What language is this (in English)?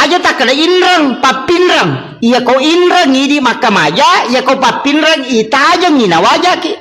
Buginese